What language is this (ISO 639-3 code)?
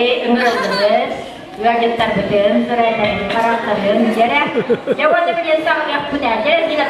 sah